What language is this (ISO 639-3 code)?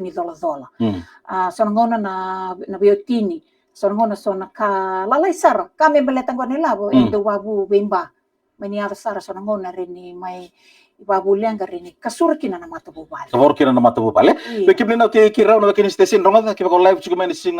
fij